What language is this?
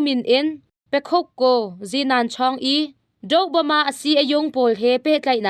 Hakha Chin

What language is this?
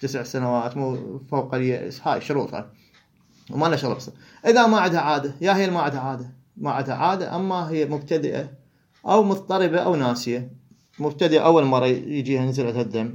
Mesopotamian Arabic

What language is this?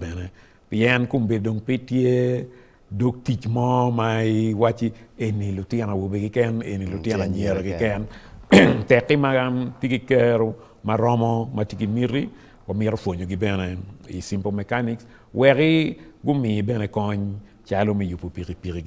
Acoli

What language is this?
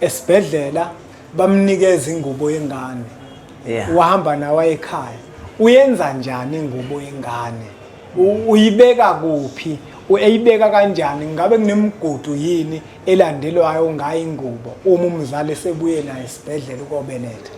Zulu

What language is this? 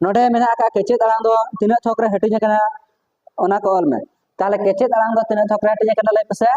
Santali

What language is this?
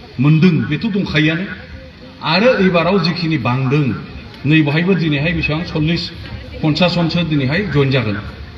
Bodo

